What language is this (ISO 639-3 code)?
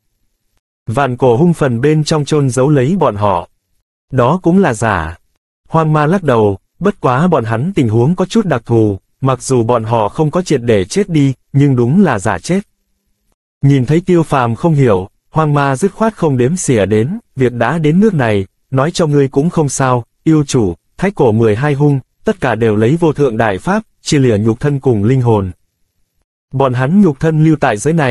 vie